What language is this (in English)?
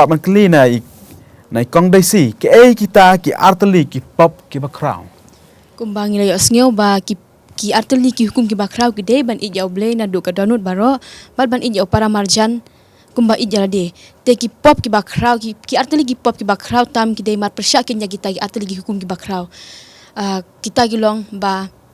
Khasi